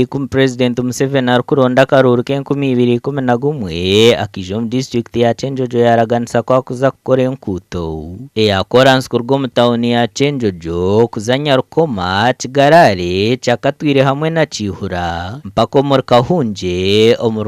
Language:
Nyankole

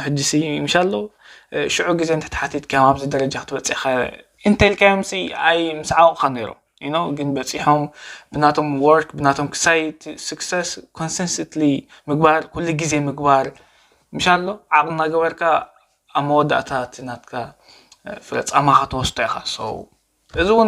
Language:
Tigrinya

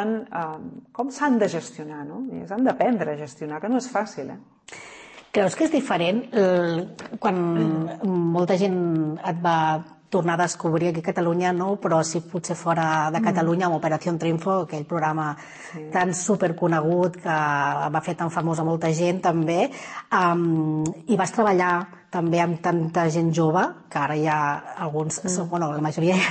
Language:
Catalan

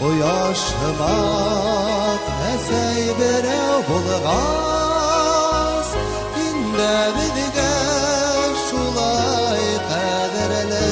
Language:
Bashkir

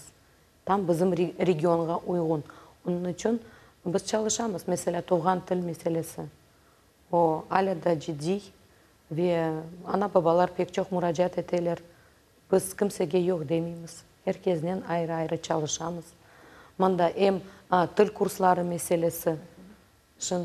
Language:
Crimean Tatar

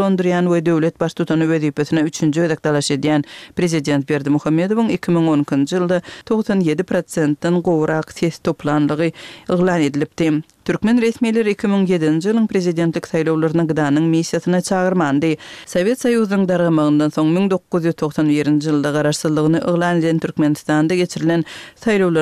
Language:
Kyrgyz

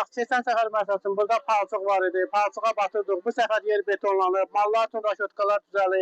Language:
Azerbaijani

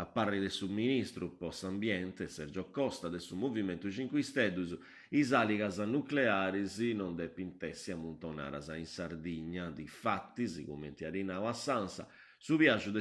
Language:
Sardinian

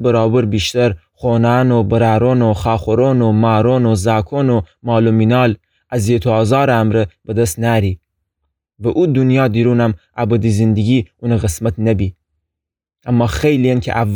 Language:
Gilaki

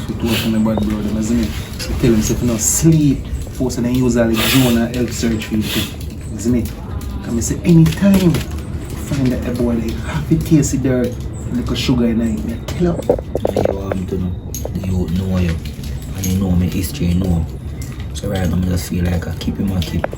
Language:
Jamaican Creole English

